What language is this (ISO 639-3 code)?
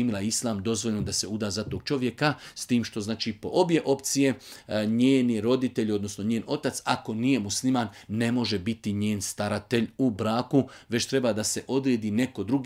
bos